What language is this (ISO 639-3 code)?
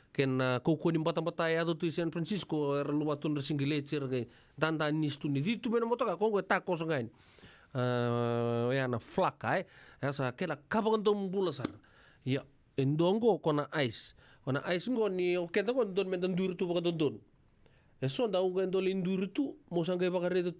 fij